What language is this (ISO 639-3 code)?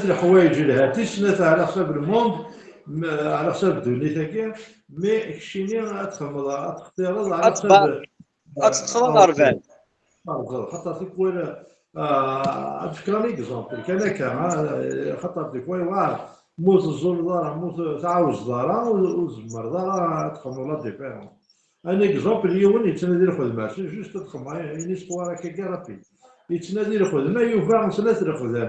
kab